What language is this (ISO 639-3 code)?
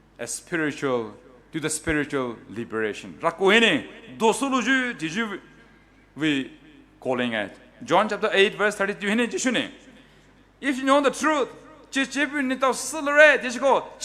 pmx